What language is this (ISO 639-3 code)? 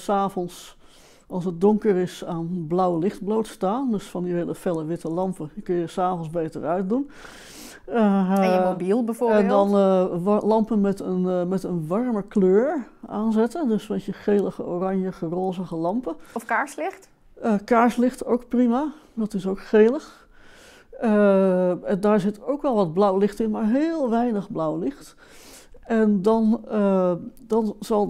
nld